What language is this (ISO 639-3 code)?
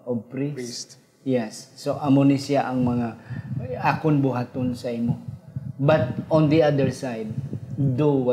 hil